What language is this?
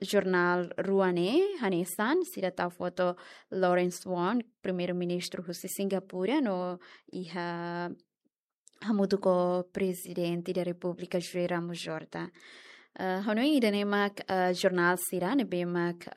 Tetum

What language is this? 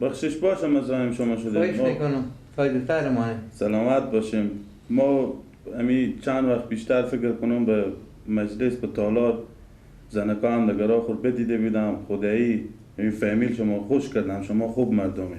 Persian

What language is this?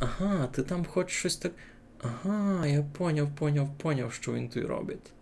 Rusyn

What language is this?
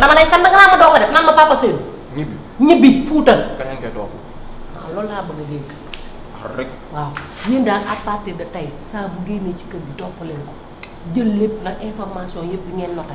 Wolof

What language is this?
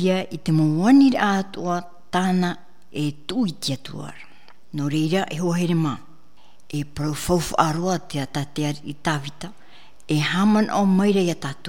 Tahitian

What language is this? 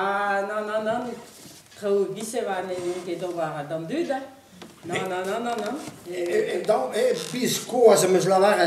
Breton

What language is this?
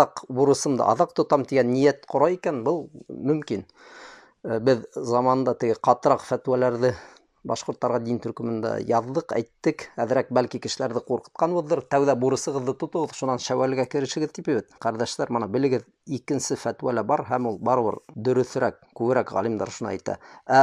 Bashkir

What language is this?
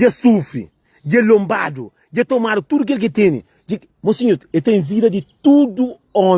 Kabuverdianu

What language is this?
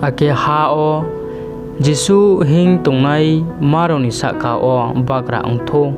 Riang (India)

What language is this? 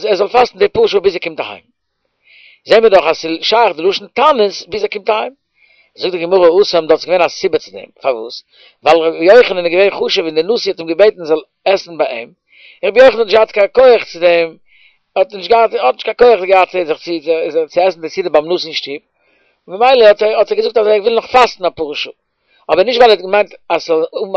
Yiddish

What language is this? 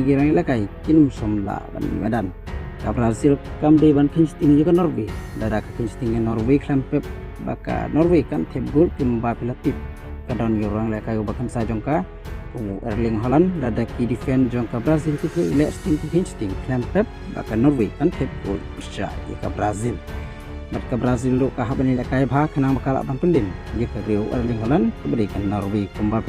Khasi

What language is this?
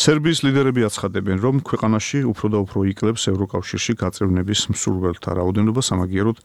Georgian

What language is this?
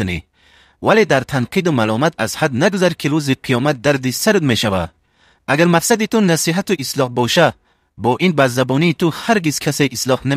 Tajik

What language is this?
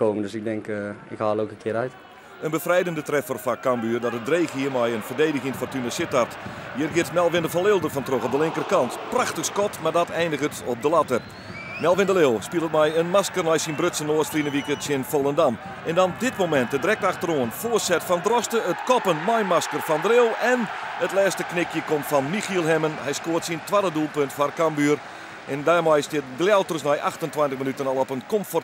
Western Frisian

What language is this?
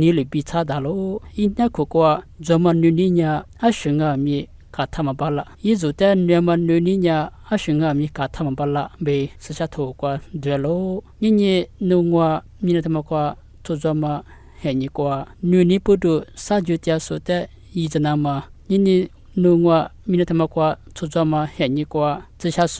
Lisu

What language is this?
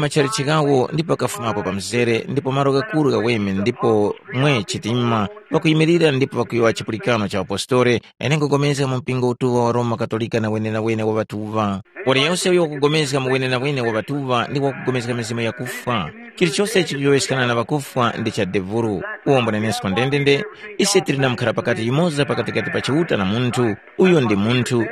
Tumbuka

